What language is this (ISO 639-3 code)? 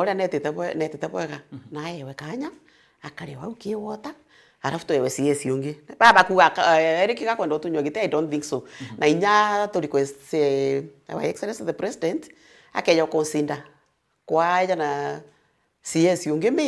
mer